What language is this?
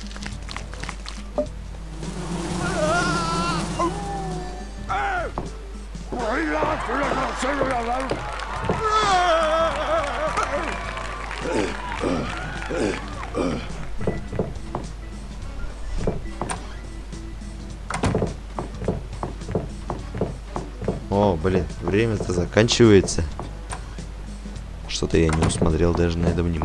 Russian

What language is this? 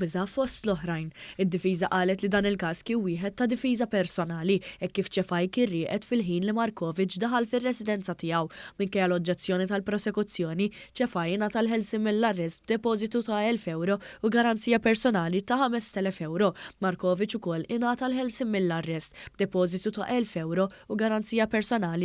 Maltese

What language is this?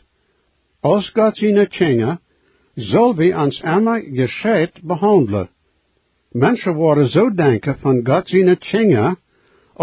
Plautdietsch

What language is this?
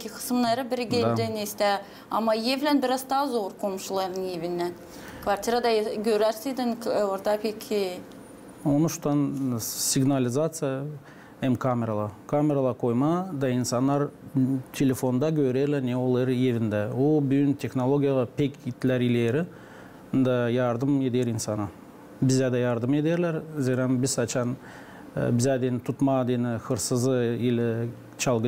Gagauz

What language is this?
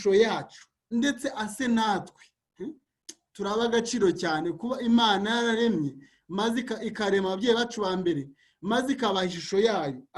Kinyarwanda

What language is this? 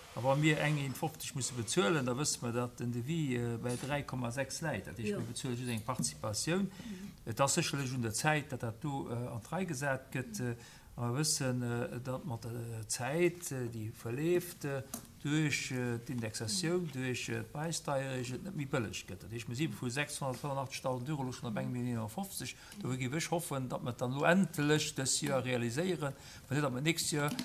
Luxembourgish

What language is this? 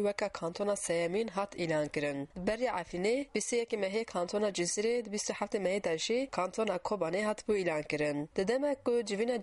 Kurdish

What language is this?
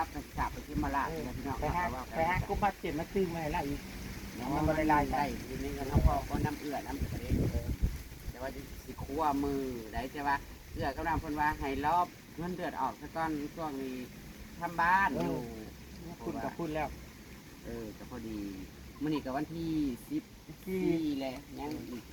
Northeastern Thai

